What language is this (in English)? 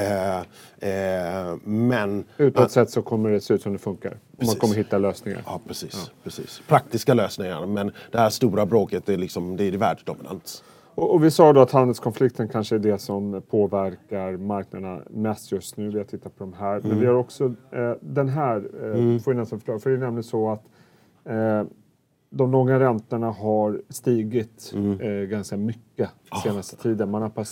Swedish